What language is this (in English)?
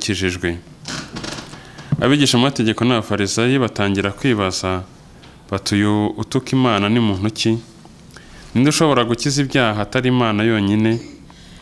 Kinyarwanda